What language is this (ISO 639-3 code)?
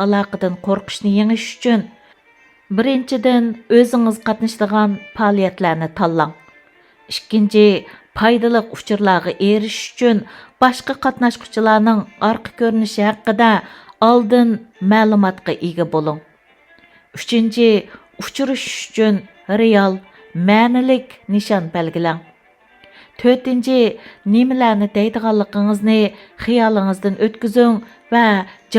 uig